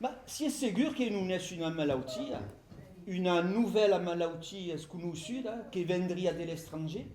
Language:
Occitan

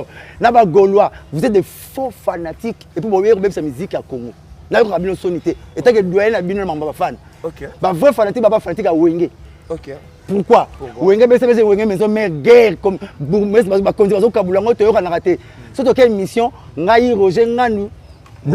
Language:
Lingala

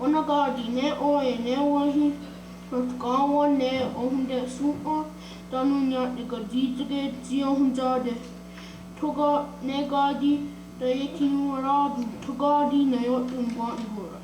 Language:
Mohawk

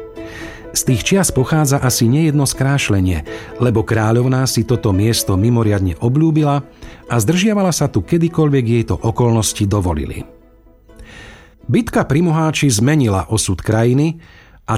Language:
Slovak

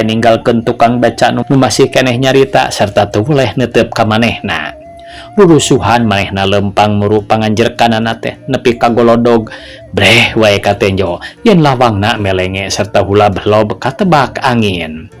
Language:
Sundanese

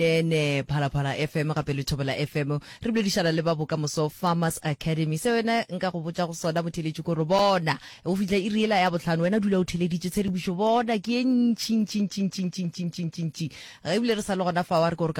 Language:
Northern Sotho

